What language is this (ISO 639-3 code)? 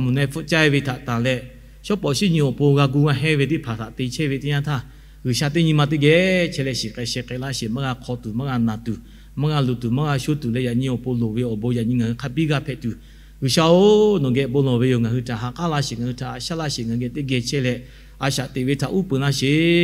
lhu